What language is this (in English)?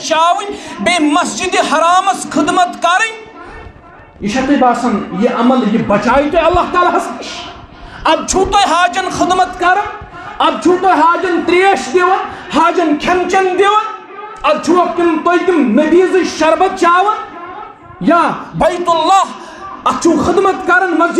Kashmiri